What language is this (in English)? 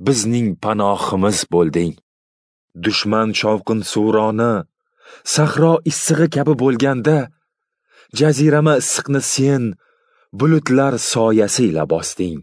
Uzbek